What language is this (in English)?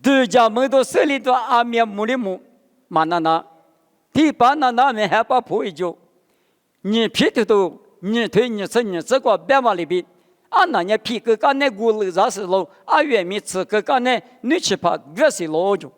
Lisu